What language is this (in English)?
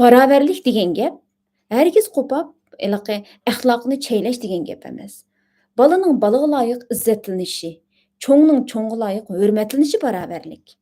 Uyghur